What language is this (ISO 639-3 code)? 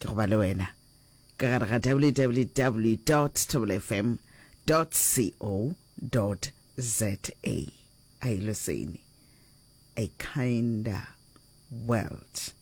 nso